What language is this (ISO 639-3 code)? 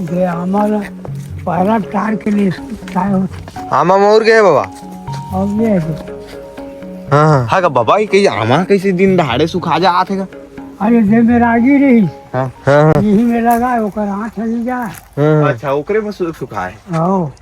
hne